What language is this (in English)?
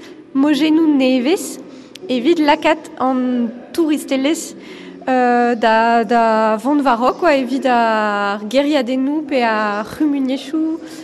Breton